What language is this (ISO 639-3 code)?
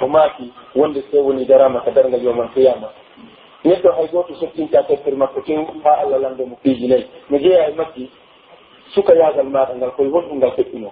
fuf